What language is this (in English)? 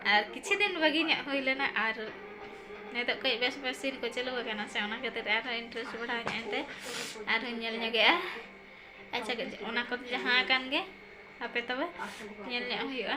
Santali